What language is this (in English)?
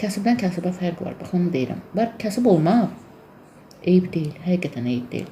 Azerbaijani